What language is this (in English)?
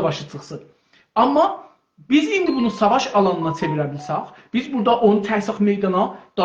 South Azerbaijani